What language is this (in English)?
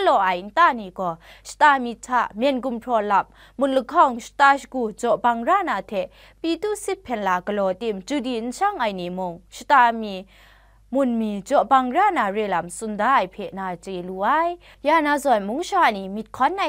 Kachin